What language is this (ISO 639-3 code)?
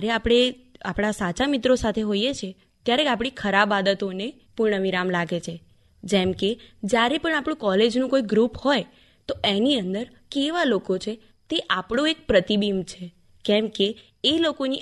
guj